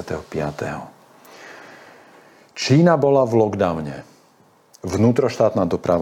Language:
Slovak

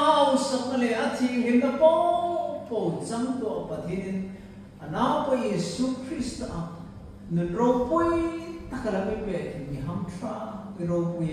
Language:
Hmar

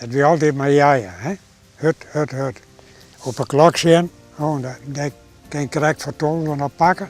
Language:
Western Frisian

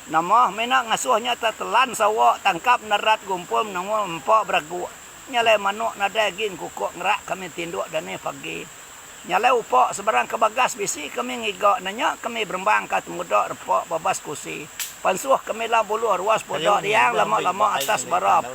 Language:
Iban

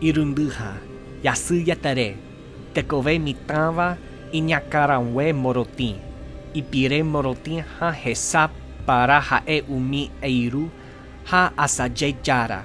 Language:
Guarani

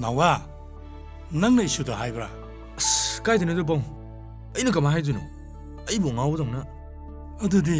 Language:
Manipuri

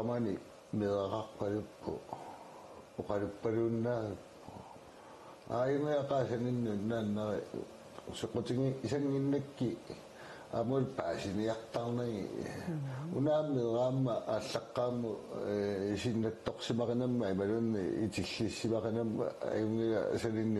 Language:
Kalaallisut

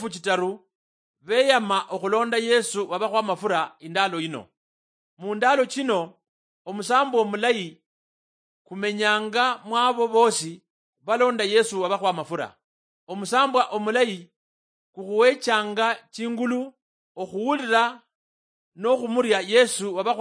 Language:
Luyia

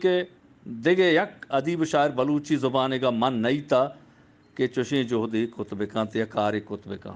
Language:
Eastern Balochi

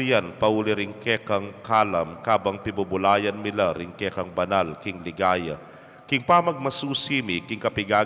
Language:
Pampanga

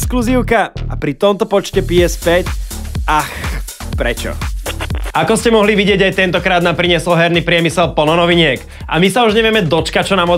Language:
Slovak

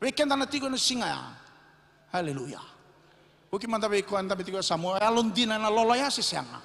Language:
Fijian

